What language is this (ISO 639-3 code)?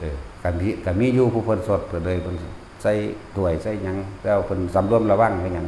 tts